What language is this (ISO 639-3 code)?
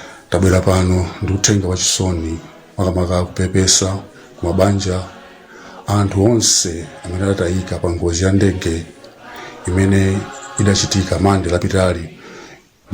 nya